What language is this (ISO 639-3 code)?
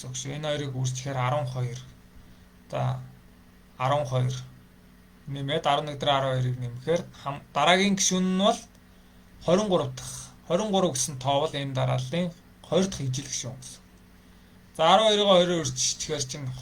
mon